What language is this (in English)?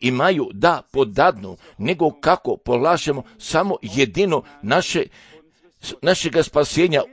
Croatian